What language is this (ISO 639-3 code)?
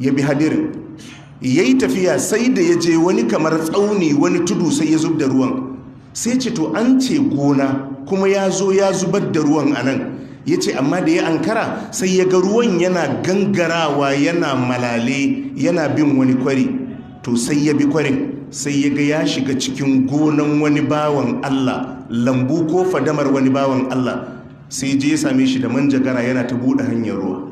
hau